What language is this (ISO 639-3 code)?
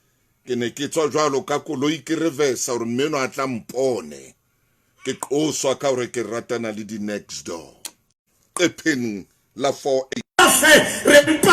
sot